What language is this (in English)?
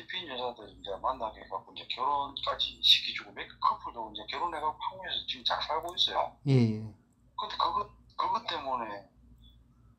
Korean